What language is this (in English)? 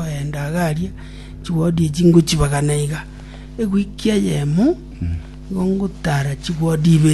Gusii